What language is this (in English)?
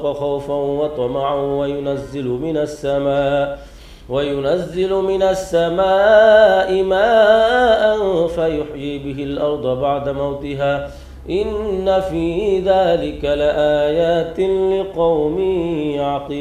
Arabic